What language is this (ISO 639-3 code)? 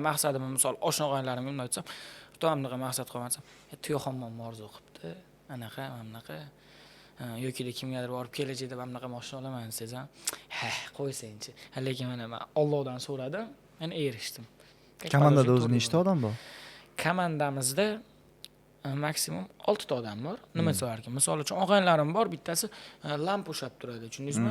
uzb